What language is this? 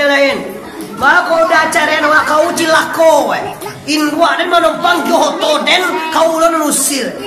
Minangkabau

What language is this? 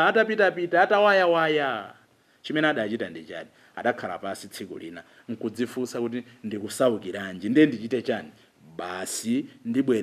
Nyanja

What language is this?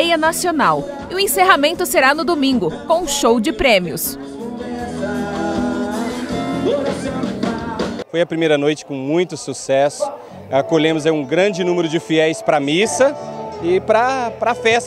Portuguese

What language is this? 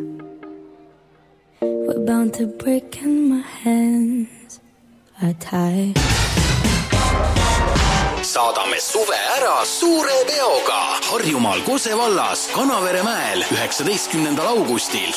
Estonian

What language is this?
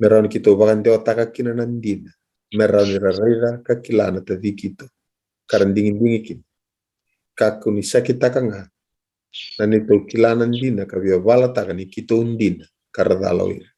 Fijian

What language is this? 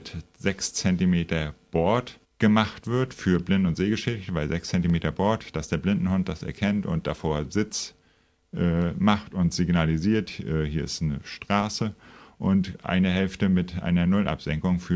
German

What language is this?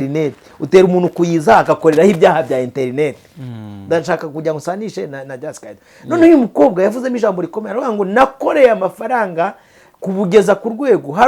Kinyarwanda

